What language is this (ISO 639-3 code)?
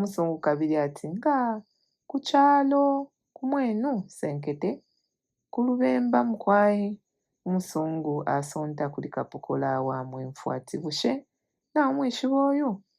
bem